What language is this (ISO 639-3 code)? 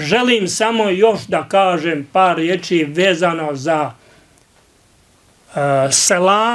bos